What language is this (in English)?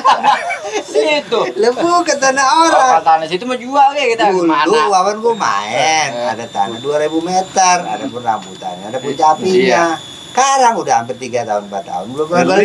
Betawi